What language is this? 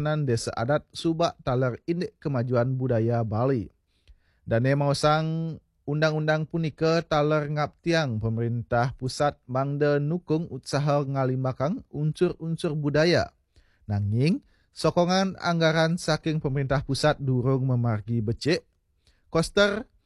Balinese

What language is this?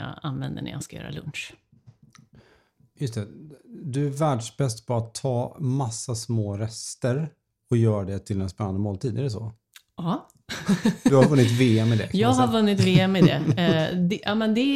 Swedish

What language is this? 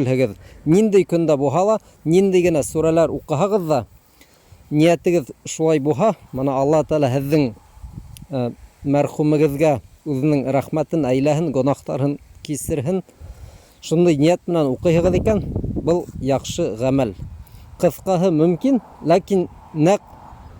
Bashkir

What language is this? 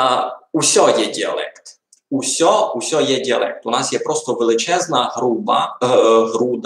Rusyn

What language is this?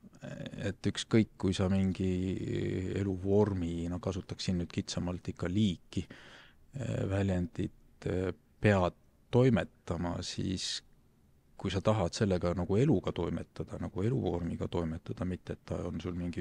Estonian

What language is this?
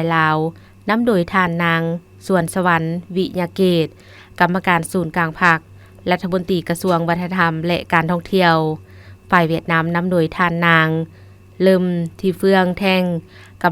Lao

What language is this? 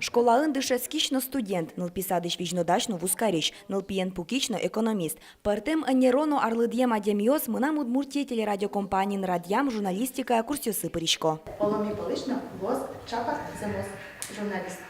Udmurt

